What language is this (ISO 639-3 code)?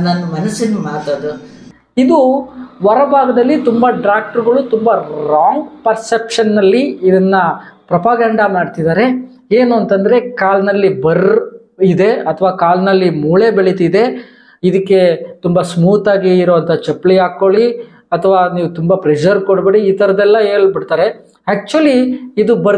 kan